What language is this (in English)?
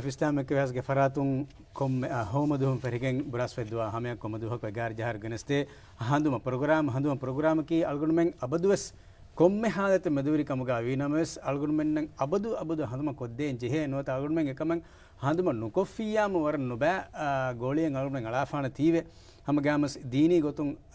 Divehi